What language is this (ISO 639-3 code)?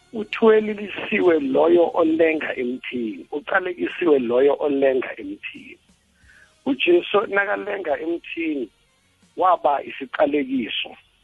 nbl